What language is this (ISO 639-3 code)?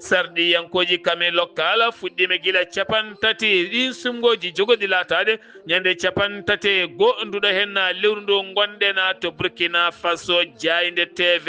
ful